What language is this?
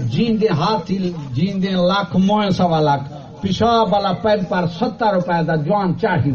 Saraiki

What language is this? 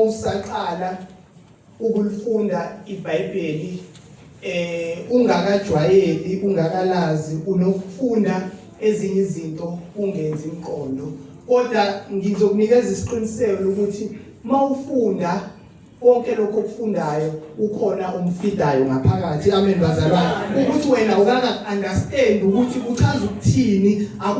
Zulu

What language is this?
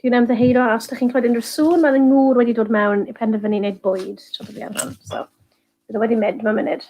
Welsh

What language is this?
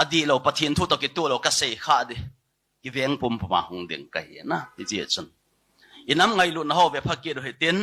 Thado Chin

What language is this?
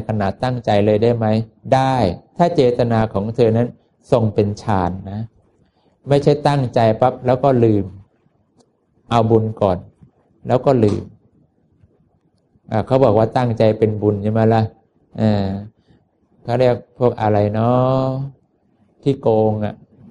Thai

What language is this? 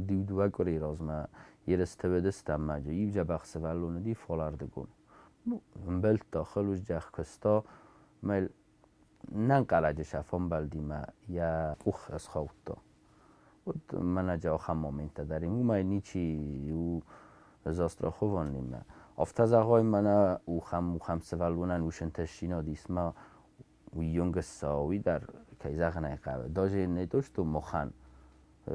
Ossetic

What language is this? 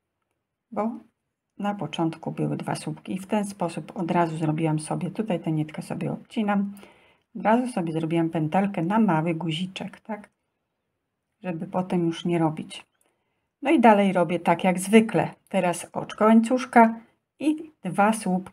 Polish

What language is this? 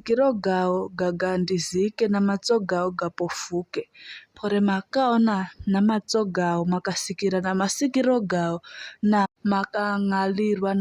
Giryama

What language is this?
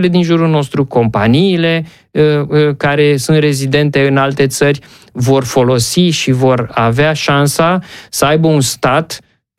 Romanian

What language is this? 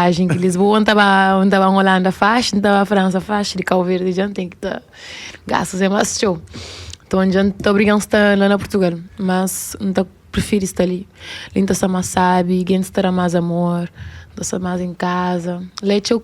Kabuverdianu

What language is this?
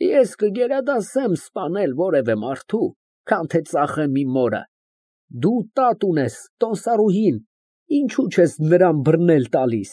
Armenian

